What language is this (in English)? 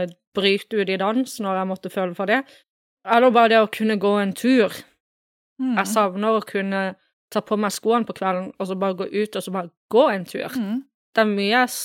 Norwegian